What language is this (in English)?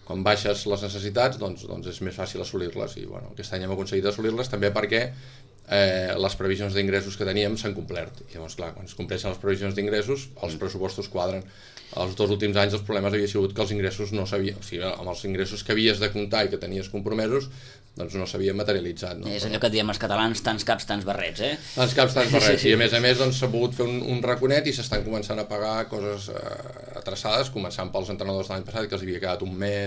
Catalan